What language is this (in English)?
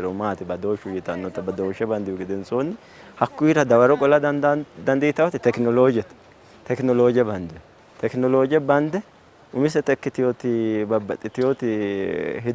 Sidamo